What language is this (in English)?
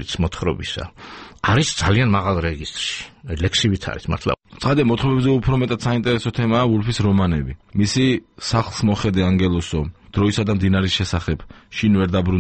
Georgian